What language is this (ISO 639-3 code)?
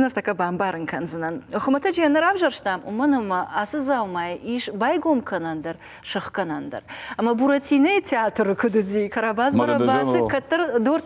oss